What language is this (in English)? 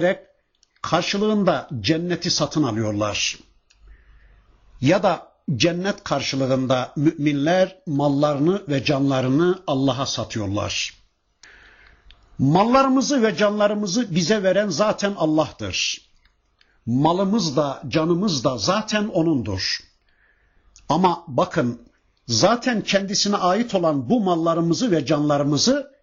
Turkish